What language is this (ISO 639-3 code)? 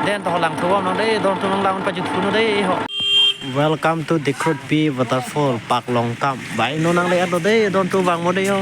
mjw